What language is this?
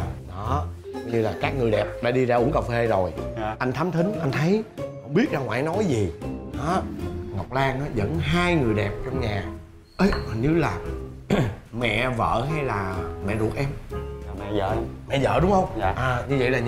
Vietnamese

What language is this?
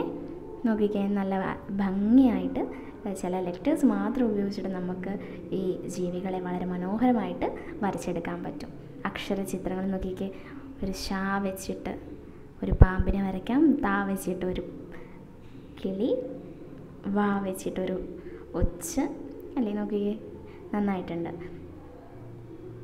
Malayalam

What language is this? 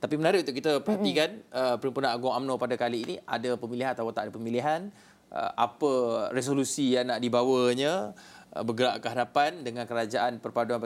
Malay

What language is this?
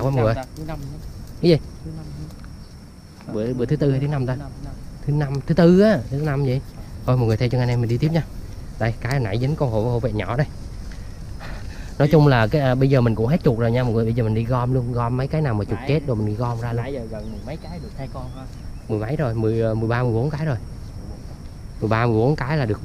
Vietnamese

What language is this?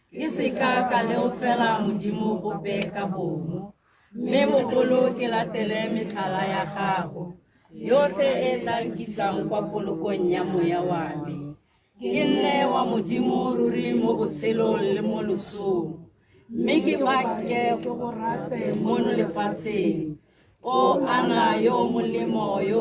Tswana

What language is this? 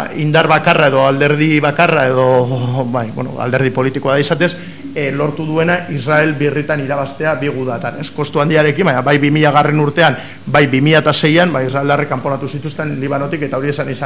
Basque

